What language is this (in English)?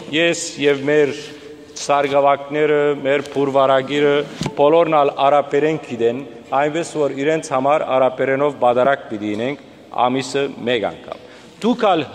Western Armenian